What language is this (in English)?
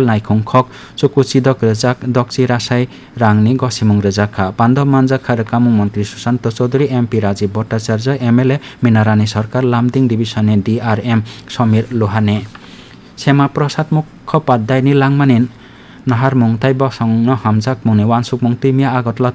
Kok Borok